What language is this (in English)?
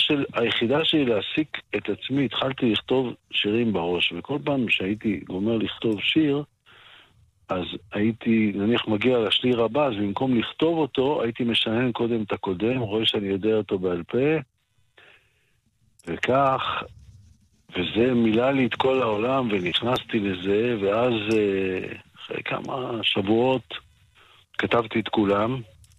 Hebrew